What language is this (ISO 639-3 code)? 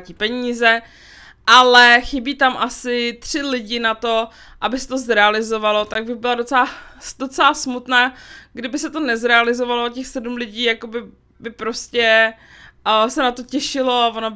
ces